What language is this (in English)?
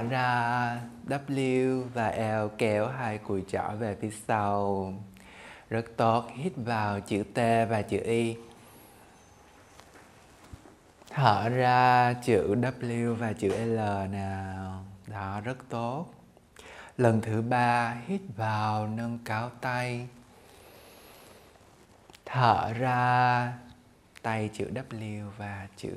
Vietnamese